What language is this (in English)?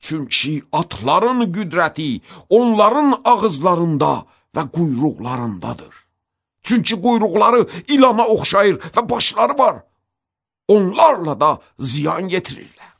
Azerbaijani